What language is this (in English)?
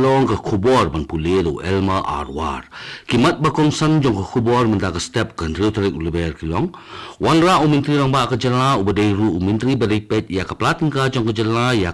Khasi